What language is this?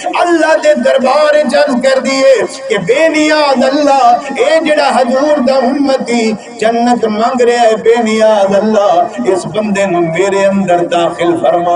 Saraiki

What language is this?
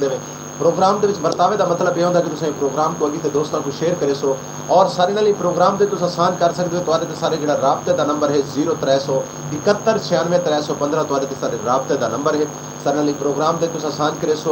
Saraiki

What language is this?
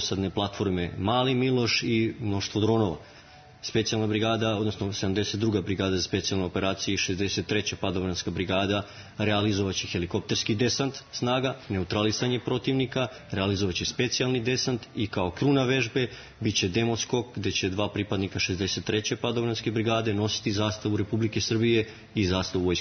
Serbian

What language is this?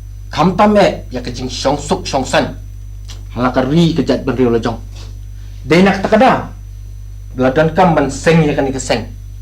Khasi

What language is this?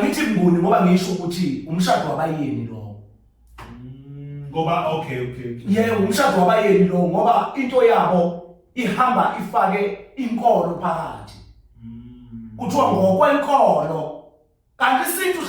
Zulu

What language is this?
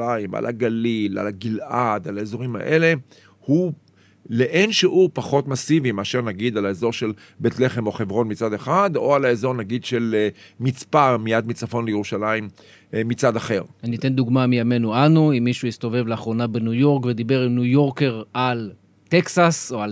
Hebrew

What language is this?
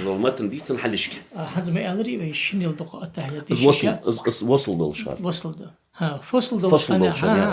Ingush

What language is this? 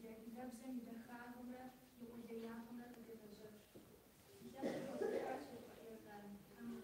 Kabardian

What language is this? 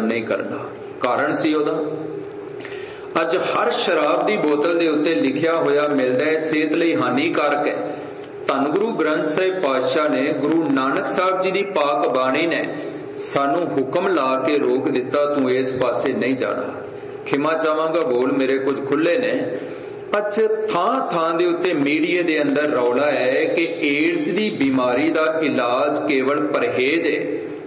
Punjabi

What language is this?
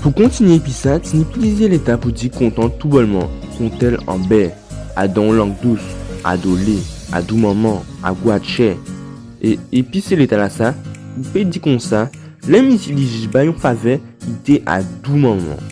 Guadeloupean Creole French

